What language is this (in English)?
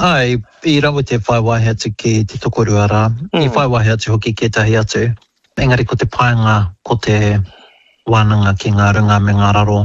Māori